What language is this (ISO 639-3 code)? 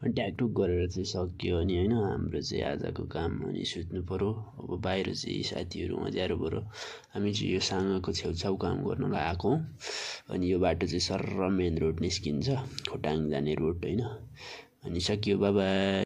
nep